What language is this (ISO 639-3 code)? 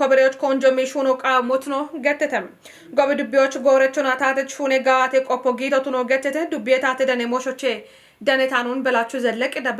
kbr